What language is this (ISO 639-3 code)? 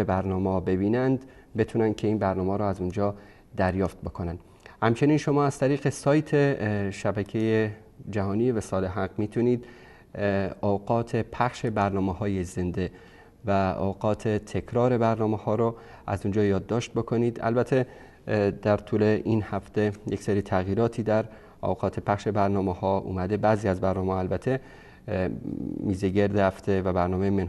fas